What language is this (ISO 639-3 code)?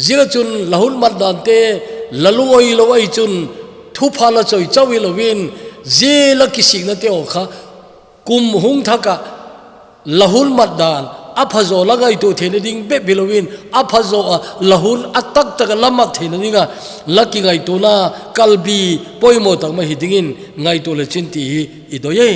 tcz